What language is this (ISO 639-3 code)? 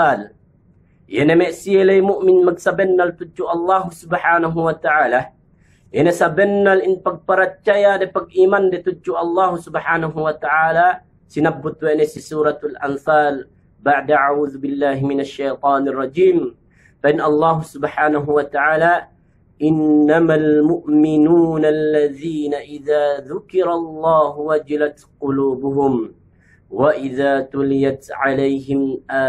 yka